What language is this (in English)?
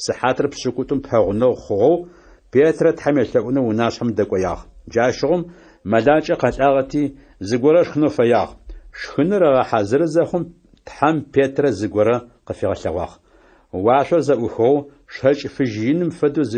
Adyghe